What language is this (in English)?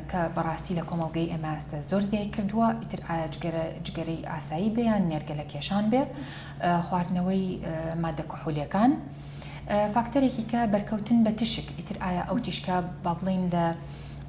Central Kurdish